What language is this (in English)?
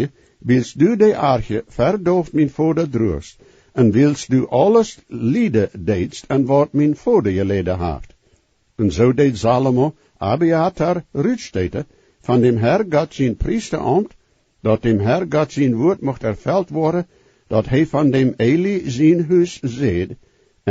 Plautdietsch